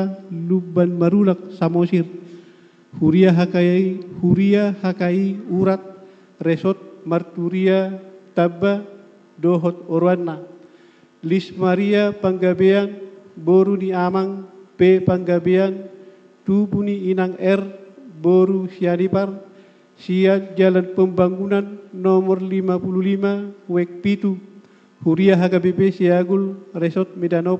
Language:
Batak Toba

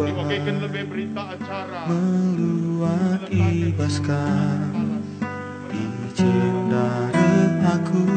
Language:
Batak Karo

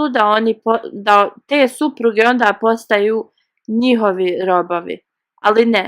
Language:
Bosnian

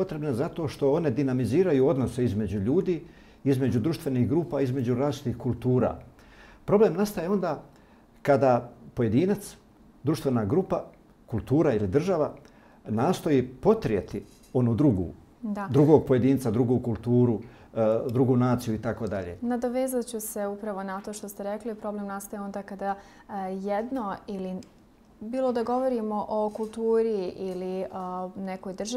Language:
Bosnian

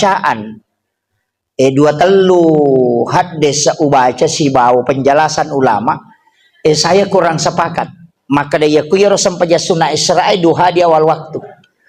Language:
Buginese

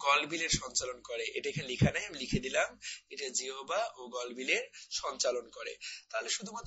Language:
Bangla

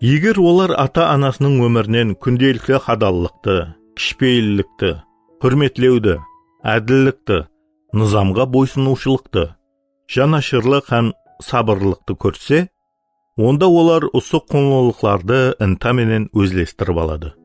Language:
Kara-Kalpak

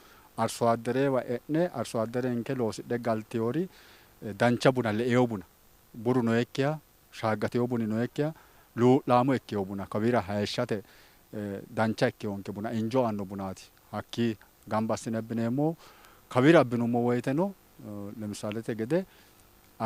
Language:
Sidamo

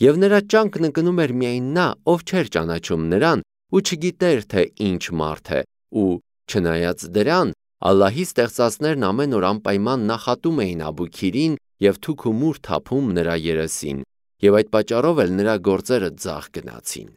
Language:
Armenian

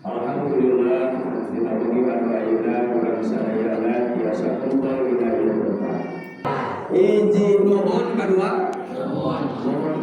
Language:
Sundanese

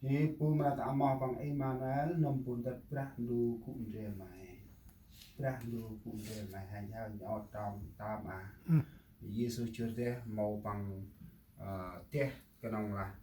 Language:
Central Mnong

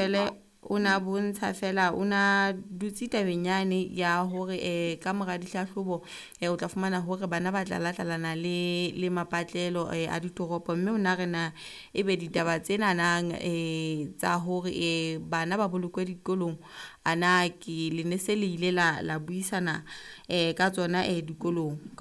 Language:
Southern Sotho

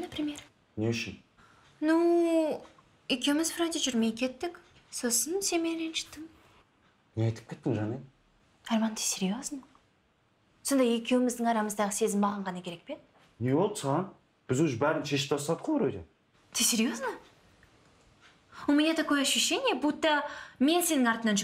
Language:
Kazakh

